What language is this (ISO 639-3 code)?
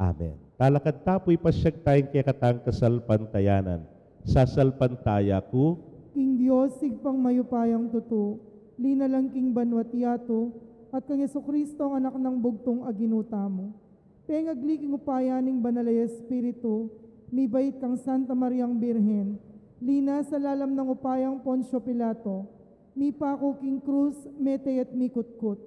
pam